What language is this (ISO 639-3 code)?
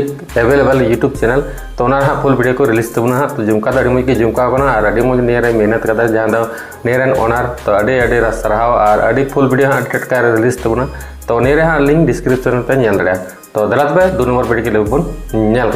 sat